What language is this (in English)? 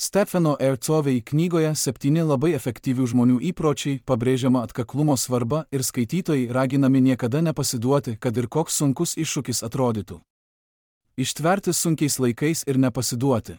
Lithuanian